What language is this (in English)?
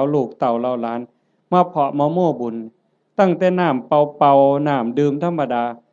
Northeastern Thai